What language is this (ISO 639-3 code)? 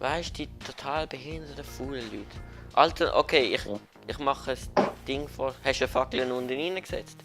gsw